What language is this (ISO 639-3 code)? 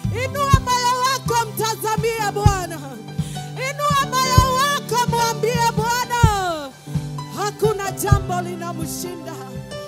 swa